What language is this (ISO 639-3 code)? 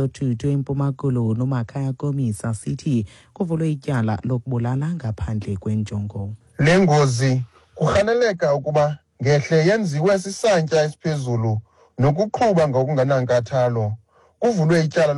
xho